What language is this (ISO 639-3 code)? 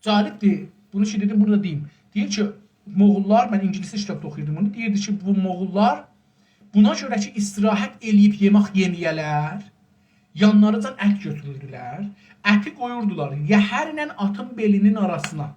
azb